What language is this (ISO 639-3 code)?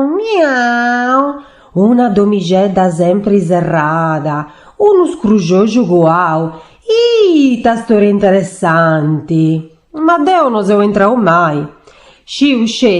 srd